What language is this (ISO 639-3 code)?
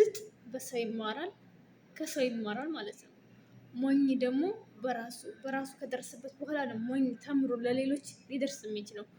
amh